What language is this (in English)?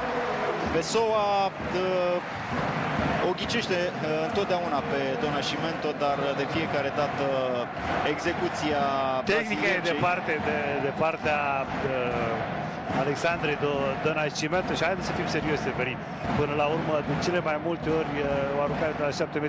Romanian